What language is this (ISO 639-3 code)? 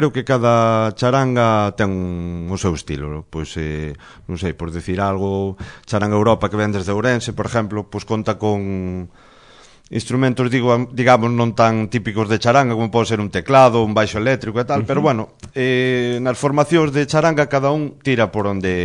glg